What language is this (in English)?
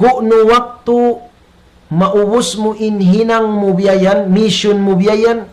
Tausug